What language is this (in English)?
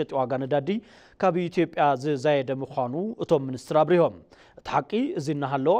Tigrinya